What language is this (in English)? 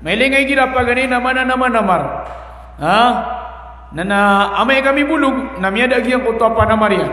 Maranao